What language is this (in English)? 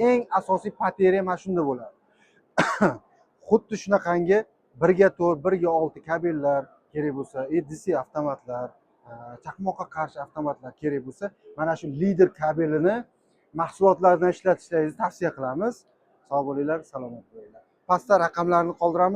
Uzbek